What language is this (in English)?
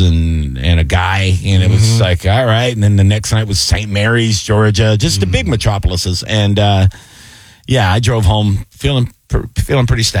English